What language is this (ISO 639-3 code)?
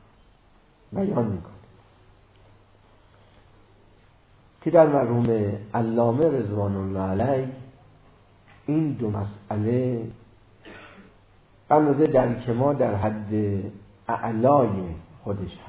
fas